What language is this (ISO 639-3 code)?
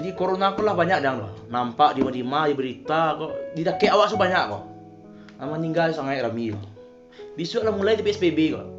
min